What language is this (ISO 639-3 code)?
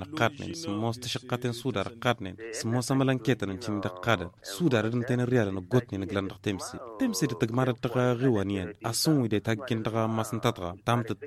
taq